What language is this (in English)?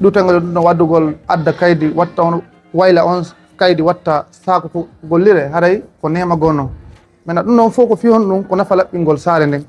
Fula